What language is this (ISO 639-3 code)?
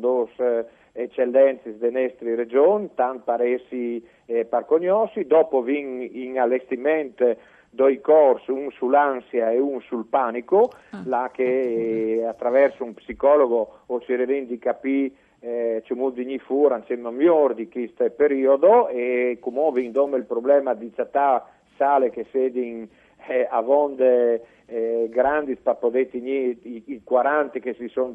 fur